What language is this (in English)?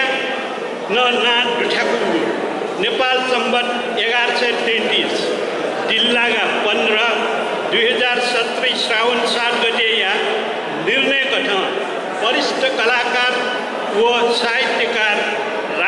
Newari